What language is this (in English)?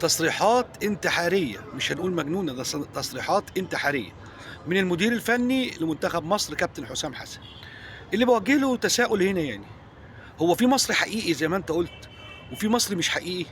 Egyptian Arabic